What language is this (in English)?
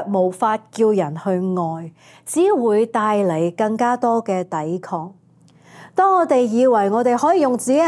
Cantonese